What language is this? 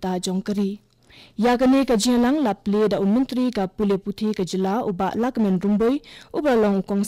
Khasi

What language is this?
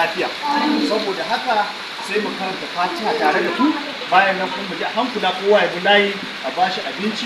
Hausa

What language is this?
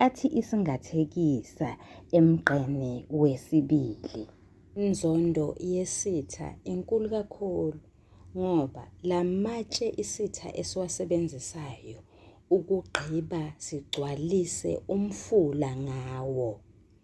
Zulu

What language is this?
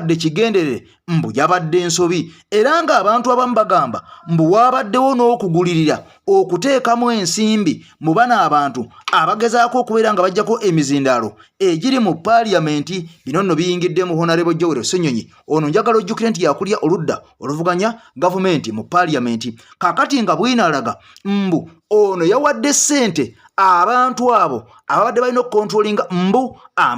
Ganda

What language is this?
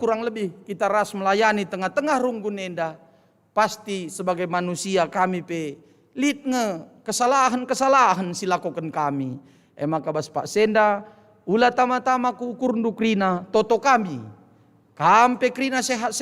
Batak Karo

